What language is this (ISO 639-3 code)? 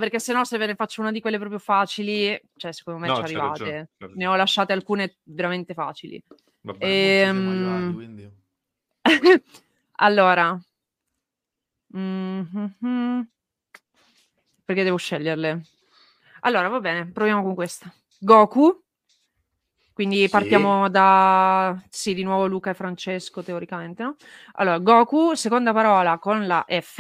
ita